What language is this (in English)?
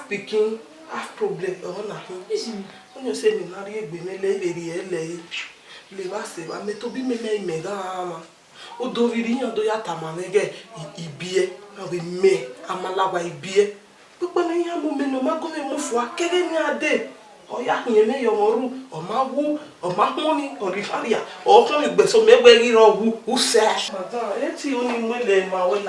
Bini